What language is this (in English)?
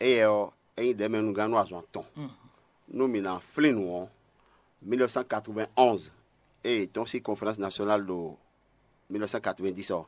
Fon